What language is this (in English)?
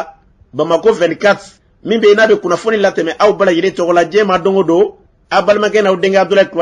Bambara